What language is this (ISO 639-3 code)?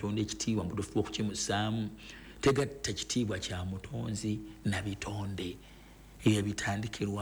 lug